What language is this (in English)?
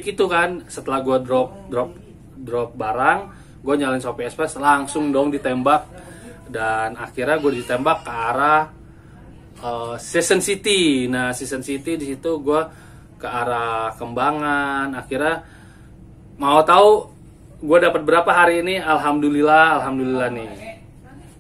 Indonesian